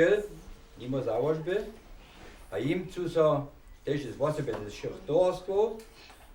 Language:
Upper Sorbian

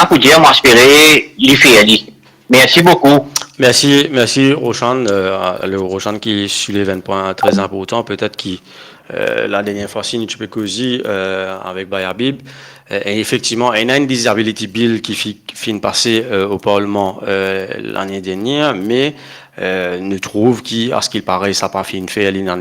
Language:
Morisyen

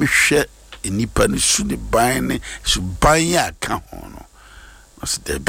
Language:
Akan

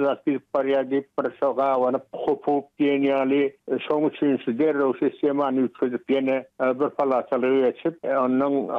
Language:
Turkmen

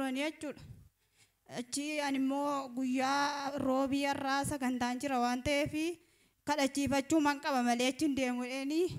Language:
Oromo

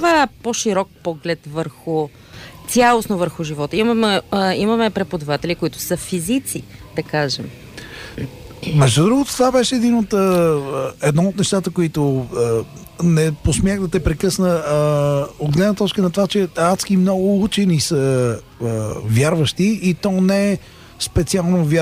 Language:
Bulgarian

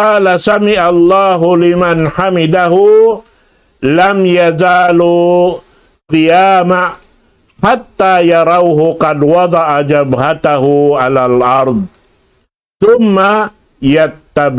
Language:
Tausug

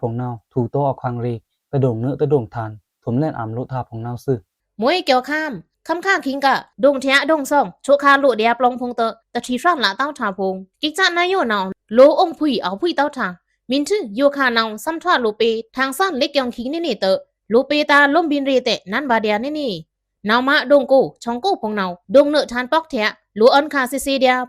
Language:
Pa'o Karen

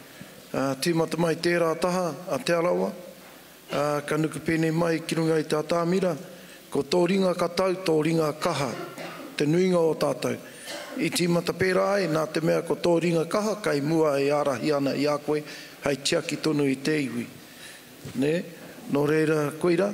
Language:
Māori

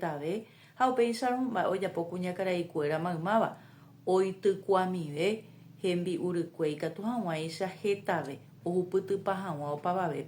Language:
Guarani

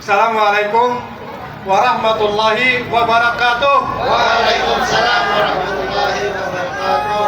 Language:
Banjar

